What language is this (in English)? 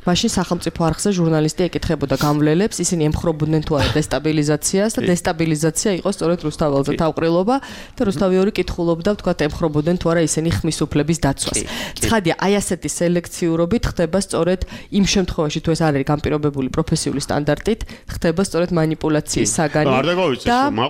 Georgian